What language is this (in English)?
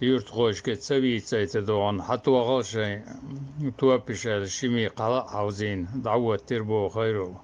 Chechen